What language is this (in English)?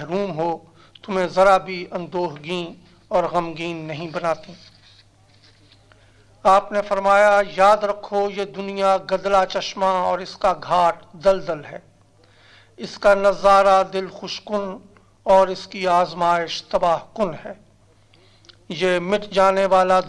Urdu